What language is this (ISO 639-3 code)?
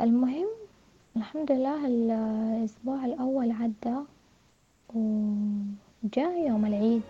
apd